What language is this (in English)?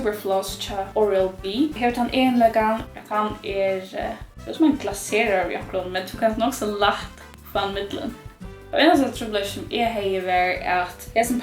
Faroese